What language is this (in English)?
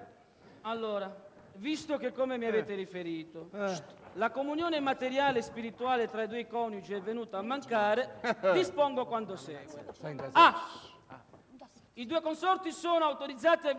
Italian